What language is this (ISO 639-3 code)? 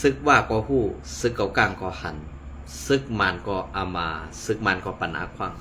shn